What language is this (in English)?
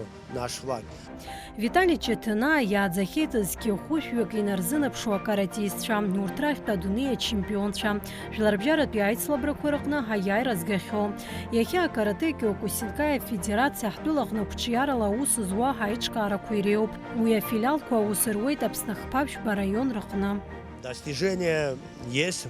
Abkhazian